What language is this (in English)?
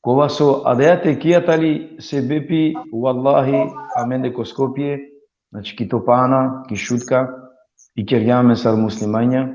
Balkan Romani